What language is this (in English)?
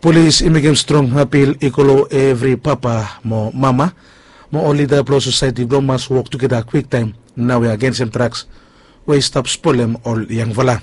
Bislama